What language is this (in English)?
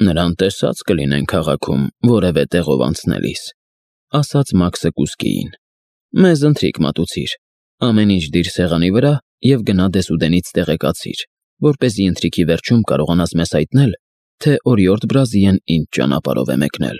Armenian